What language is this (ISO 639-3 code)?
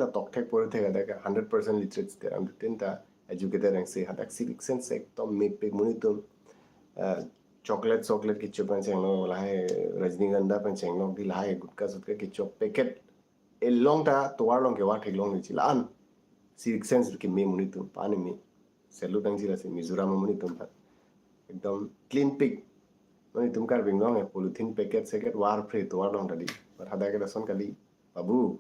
mjw